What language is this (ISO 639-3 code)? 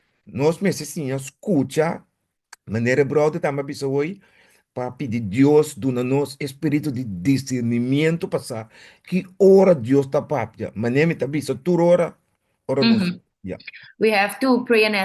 pap